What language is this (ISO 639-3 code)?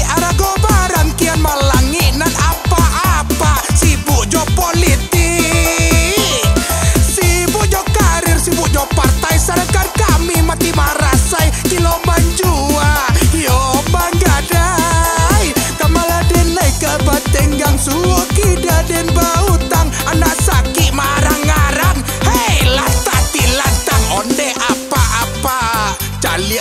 min